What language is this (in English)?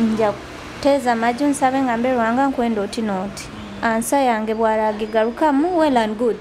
Nyoro